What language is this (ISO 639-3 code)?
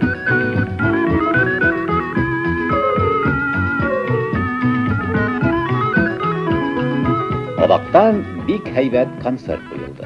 bak